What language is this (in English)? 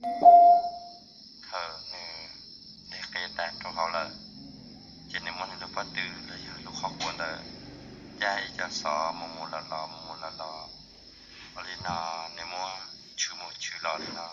Hmong